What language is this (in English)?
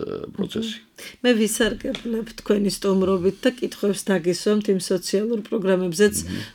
Georgian